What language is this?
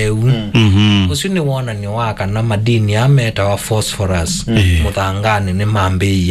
Kamba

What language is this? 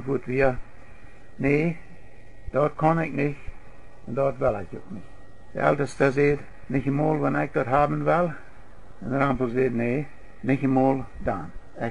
Plautdietsch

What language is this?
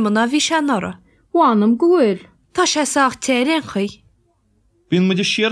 Irish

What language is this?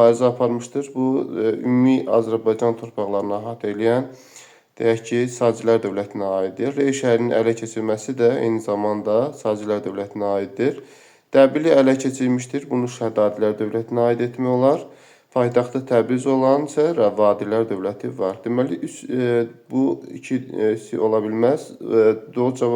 Azerbaijani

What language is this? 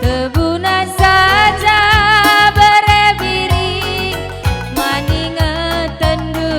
Batak Karo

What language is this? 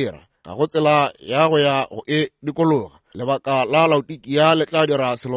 Northern Sotho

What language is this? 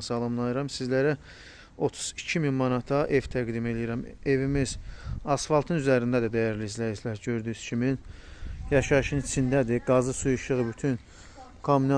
Azerbaijani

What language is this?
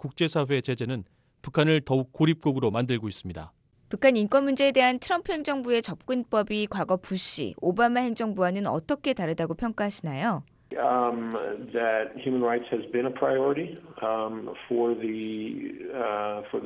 Korean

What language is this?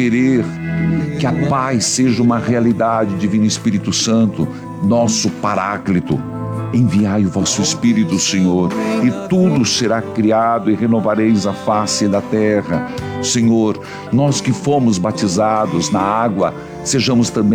Portuguese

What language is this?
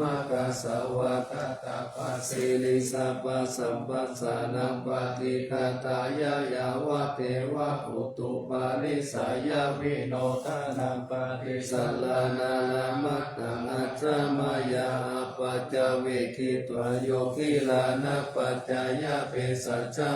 Pali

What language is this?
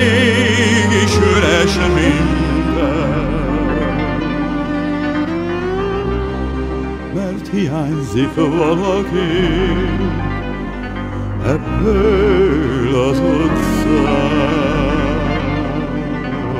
Hungarian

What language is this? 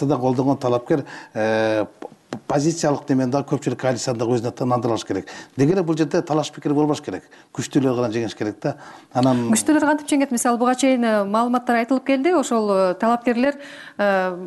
Kyrgyz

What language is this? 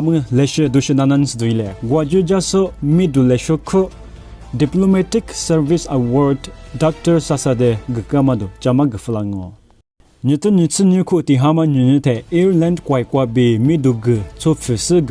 Lisu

